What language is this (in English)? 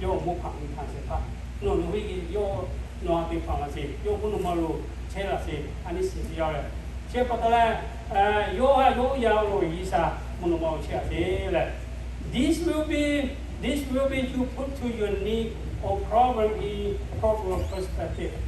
Lahu